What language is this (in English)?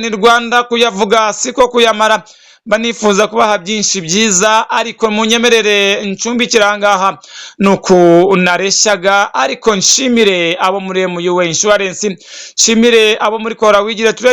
Kinyarwanda